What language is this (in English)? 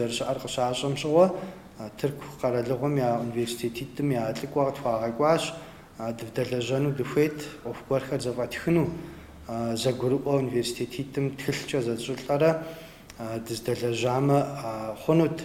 Kabardian